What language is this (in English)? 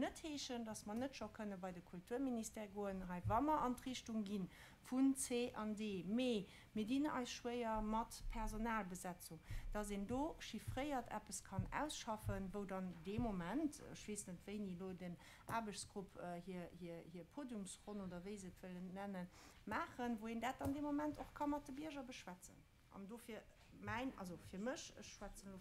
Luxembourgish